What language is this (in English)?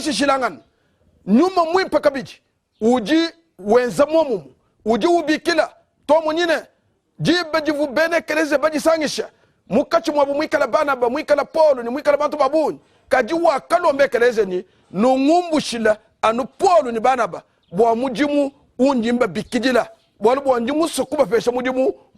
Luba-Lulua